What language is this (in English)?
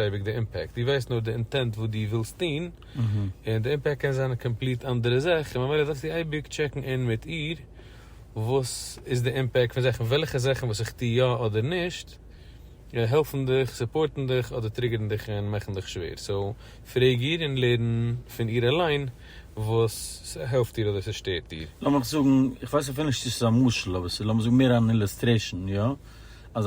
Yiddish